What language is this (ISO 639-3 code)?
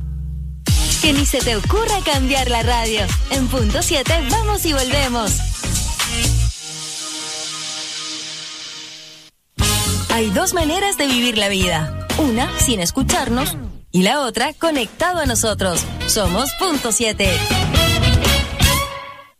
spa